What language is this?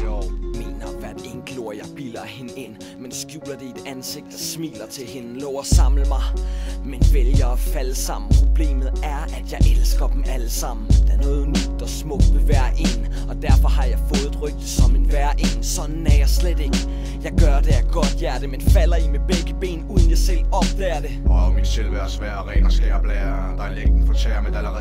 Danish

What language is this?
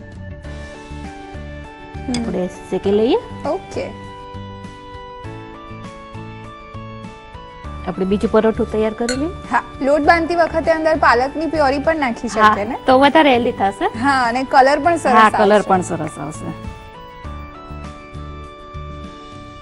Gujarati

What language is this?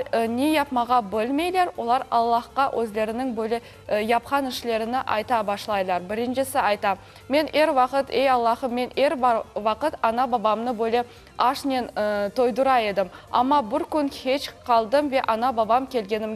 Crimean Tatar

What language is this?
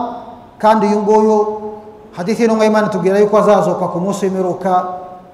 Kinyarwanda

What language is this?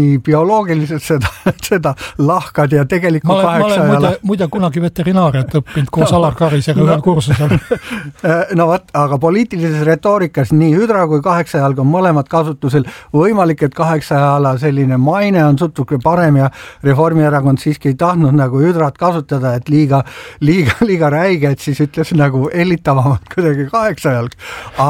Estonian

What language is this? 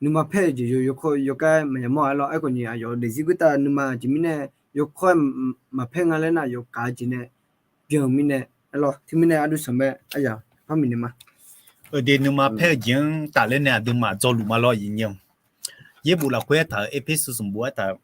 Akha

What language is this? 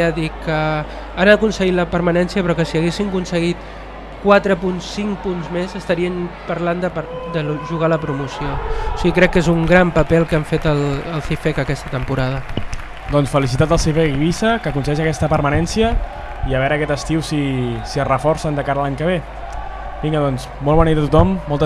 Catalan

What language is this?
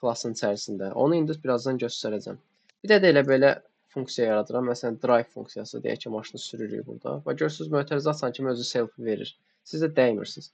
Azerbaijani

